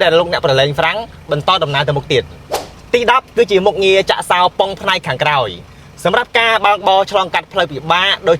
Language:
Khmer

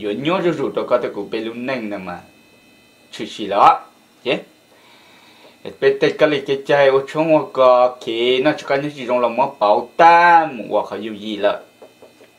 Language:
Vietnamese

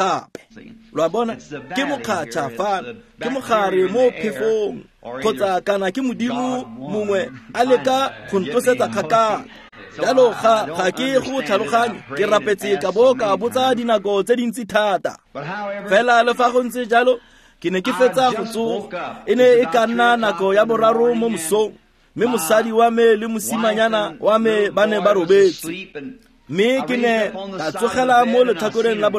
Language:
Tswana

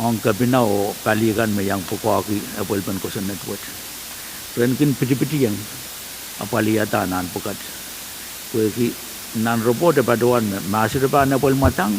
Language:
Pohnpeian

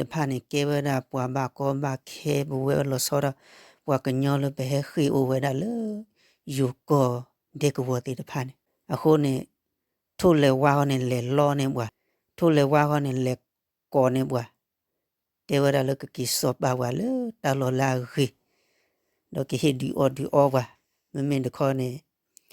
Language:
S'gaw Karen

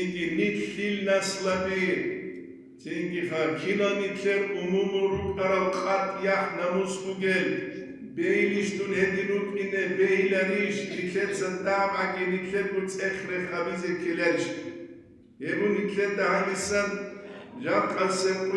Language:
Avaric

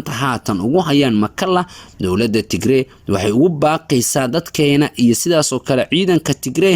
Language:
Somali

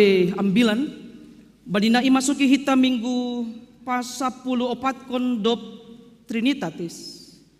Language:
Batak Simalungun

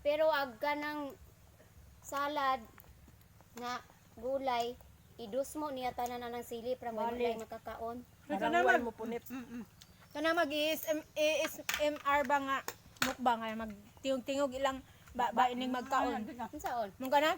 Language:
Cebuano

